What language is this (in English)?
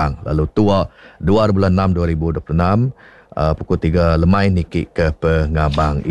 Iban